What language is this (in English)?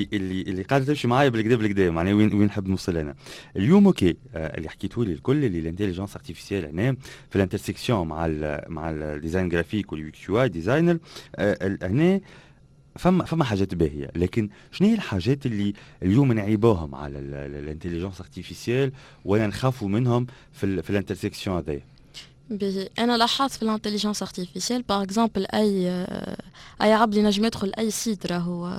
Tunisian Arabic